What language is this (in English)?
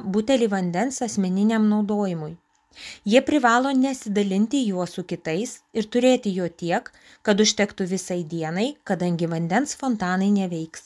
Lithuanian